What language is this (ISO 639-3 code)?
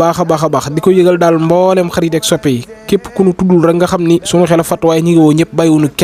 wol